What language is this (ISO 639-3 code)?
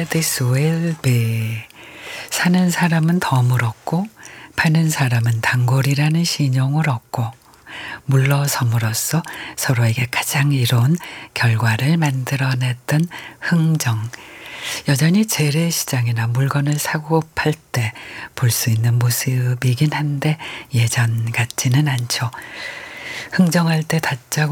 kor